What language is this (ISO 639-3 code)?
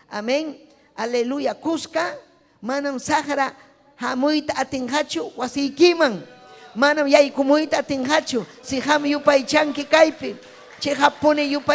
quy